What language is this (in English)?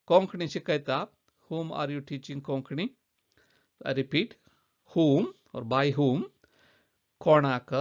Konkani